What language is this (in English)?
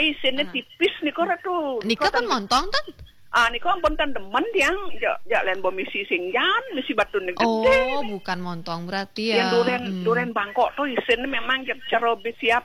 Balinese